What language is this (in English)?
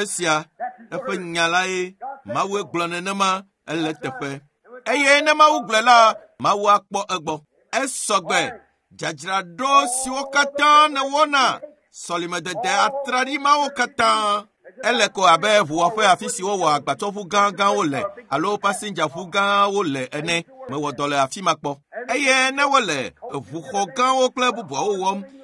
Ewe